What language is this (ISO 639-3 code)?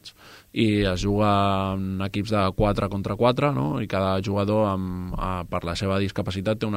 cat